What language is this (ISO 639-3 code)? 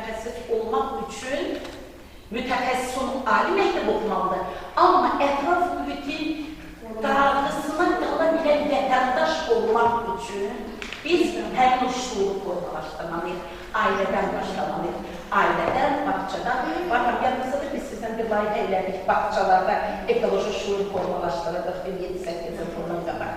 aze